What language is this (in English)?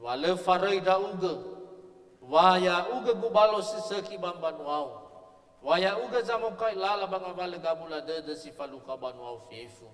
Nias